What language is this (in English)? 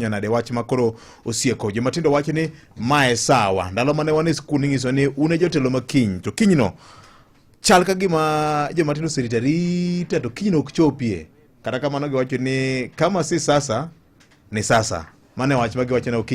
Luo (Kenya and Tanzania)